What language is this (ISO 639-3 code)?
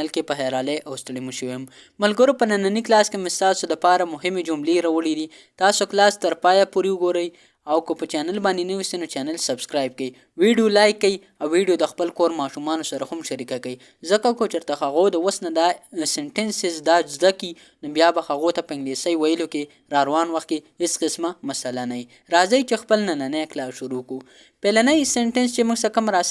pus